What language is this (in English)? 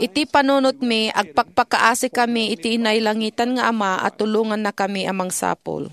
Iloko